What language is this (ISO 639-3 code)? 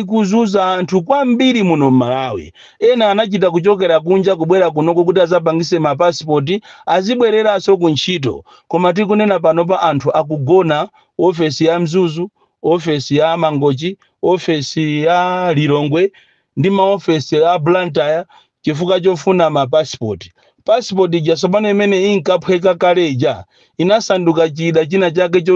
nya